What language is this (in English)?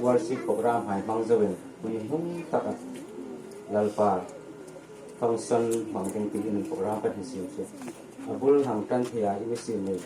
Hmar